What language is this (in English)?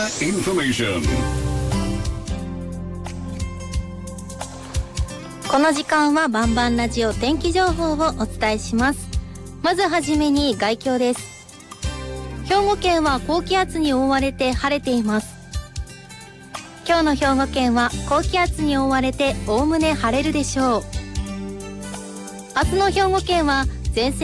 Japanese